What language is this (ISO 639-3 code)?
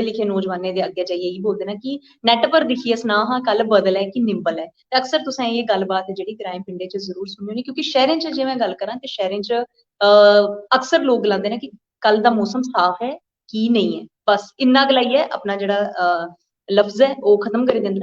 doi